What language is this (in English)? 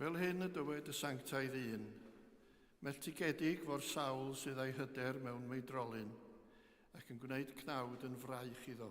Welsh